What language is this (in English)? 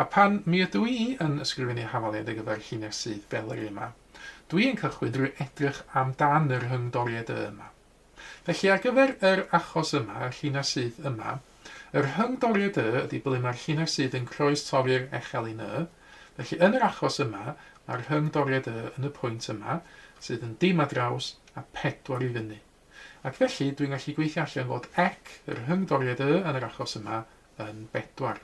Welsh